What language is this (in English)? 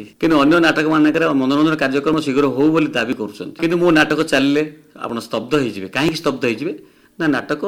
Odia